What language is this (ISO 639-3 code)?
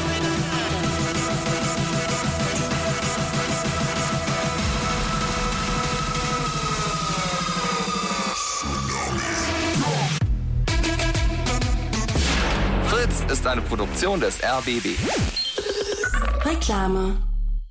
deu